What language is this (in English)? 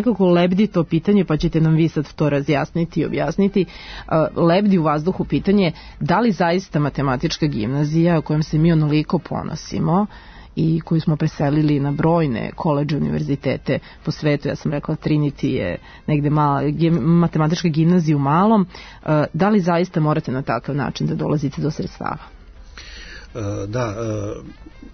Serbian